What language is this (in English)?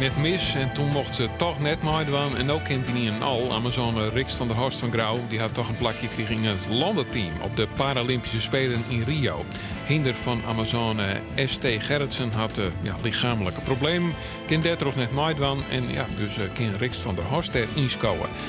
Western Frisian